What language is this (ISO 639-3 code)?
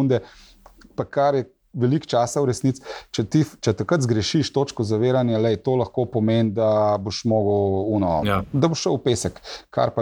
slv